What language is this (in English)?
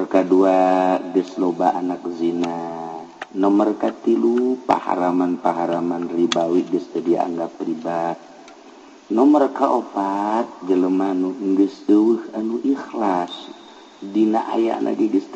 Sundanese